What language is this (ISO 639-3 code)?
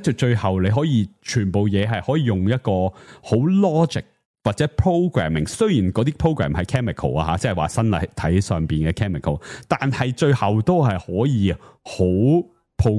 yue